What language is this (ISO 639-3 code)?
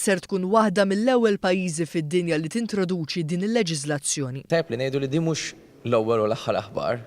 mlt